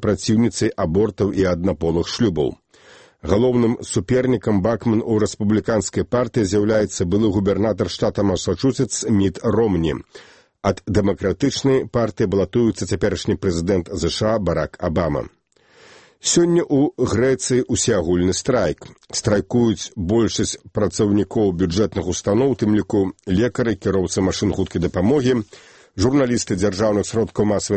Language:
Belarusian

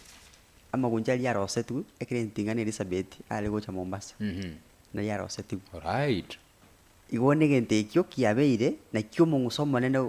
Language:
Gusii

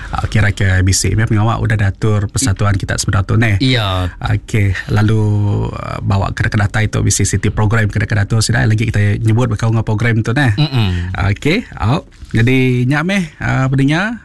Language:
Iban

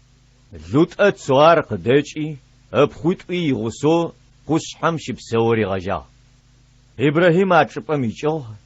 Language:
Adyghe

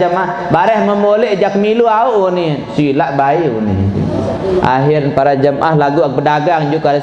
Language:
Sasak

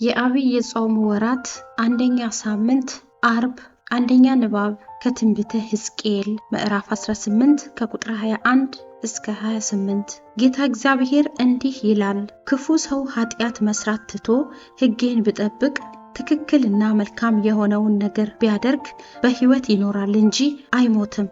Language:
Amharic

